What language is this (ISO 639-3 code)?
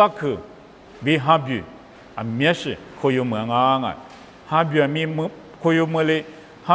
lis